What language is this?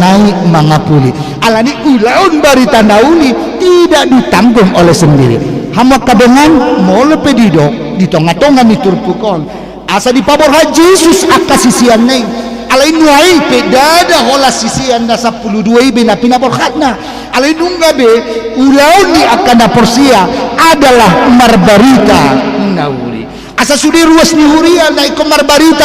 Batak Toba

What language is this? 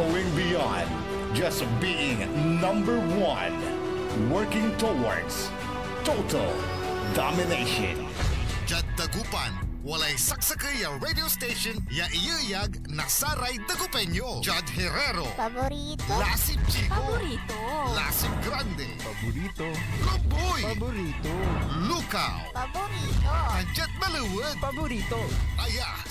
Pangasinan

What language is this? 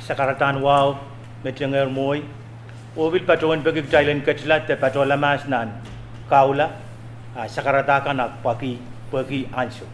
Pohnpeian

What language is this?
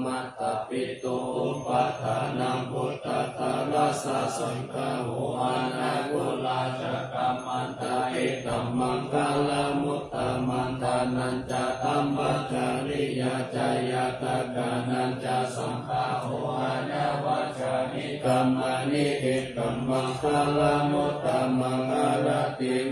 Pali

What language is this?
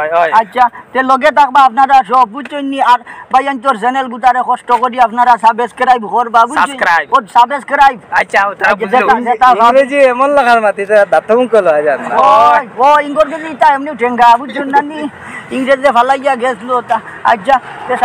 Sylheti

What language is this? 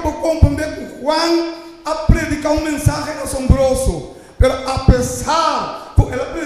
Papiamento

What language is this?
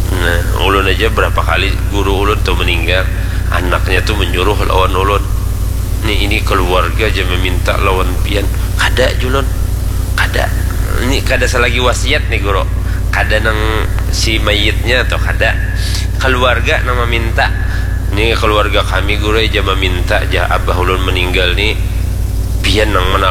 Banjar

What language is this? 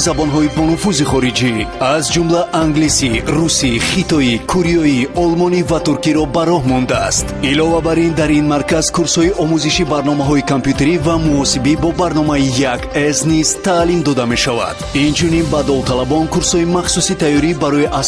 Tajik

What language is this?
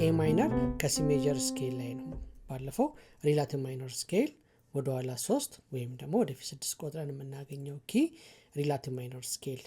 Amharic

